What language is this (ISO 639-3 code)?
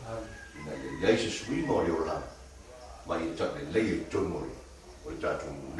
smo